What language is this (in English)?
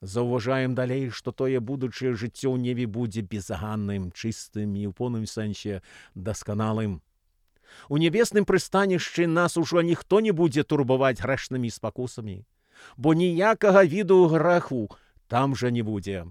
Belarusian